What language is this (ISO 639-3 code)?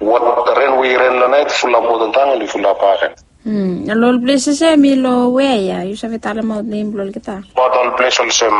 bis